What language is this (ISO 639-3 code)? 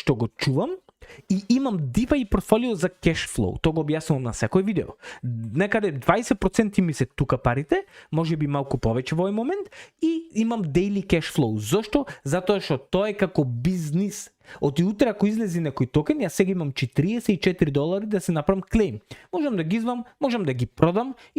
mkd